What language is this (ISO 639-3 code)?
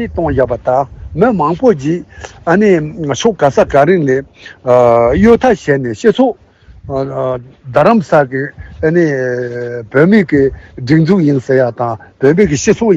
bod